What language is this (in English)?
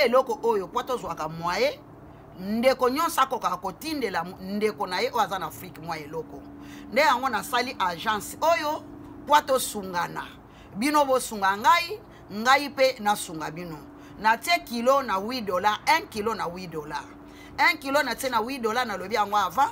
Lingala